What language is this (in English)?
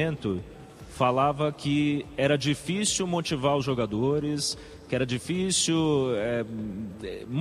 Portuguese